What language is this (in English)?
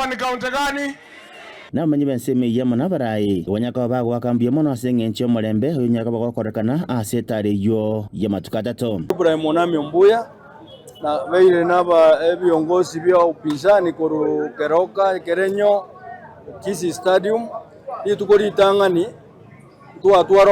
Gusii